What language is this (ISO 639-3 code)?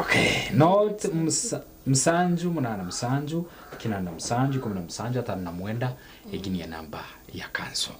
nyn